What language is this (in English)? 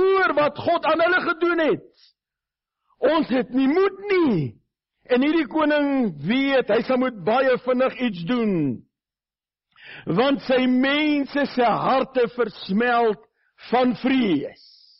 Afrikaans